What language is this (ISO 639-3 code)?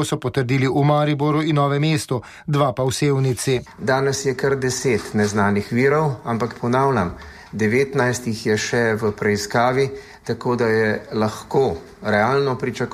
slv